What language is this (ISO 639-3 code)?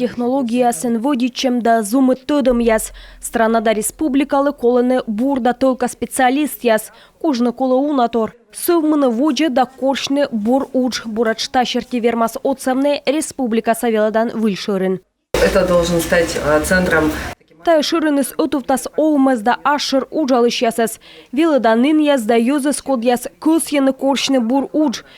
kom